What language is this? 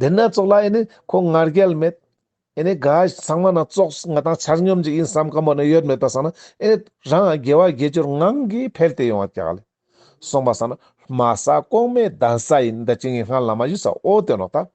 Ladakhi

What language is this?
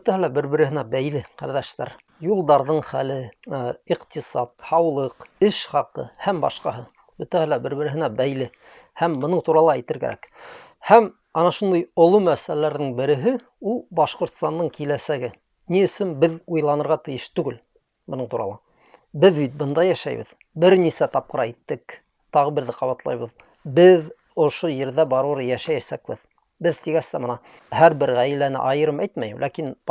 Bashkir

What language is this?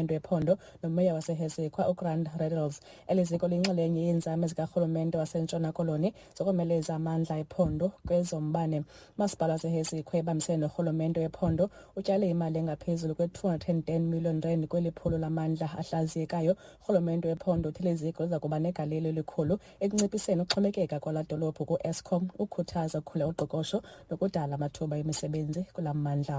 Xhosa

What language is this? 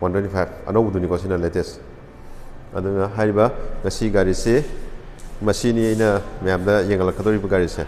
Manipuri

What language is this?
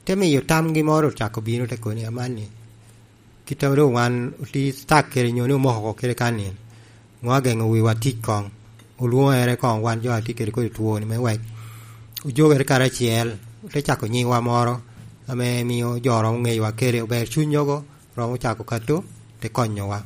Lango (Uganda)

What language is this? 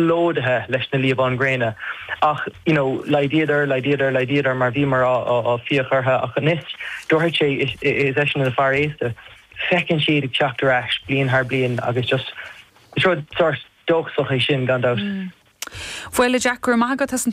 Irish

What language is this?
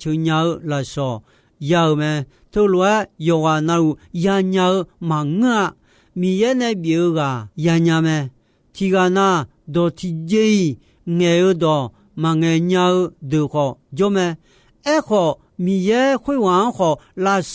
Akha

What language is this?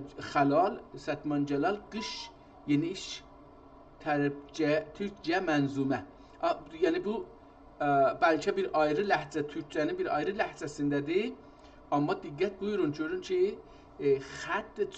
South Azerbaijani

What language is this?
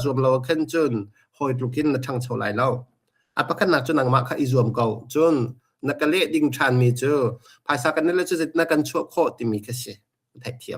Hakha Chin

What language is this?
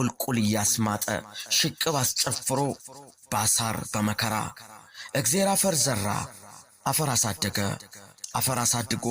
Amharic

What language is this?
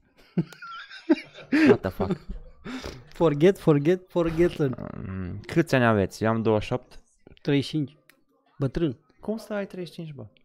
Romanian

